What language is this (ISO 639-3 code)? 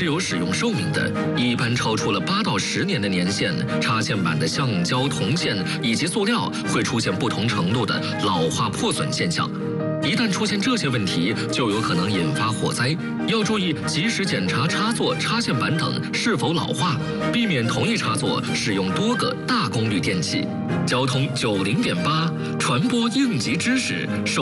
zho